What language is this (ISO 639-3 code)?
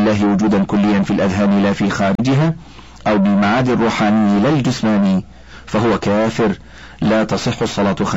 ara